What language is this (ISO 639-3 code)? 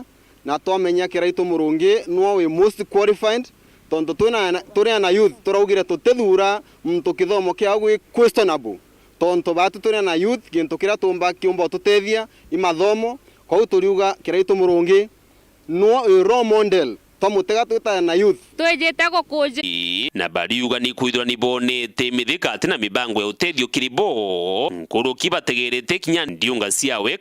mer